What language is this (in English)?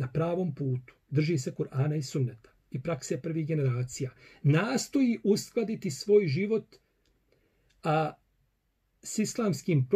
Bosnian